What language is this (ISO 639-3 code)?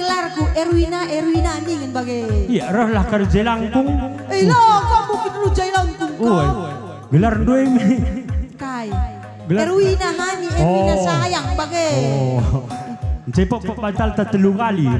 btx